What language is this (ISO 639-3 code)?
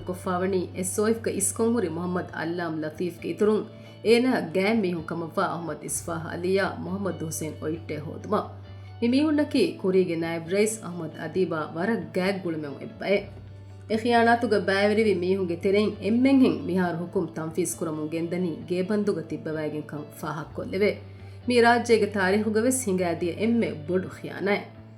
div